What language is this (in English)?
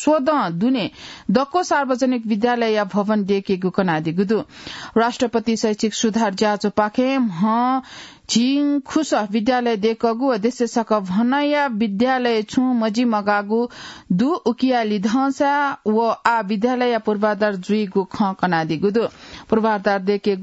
Newari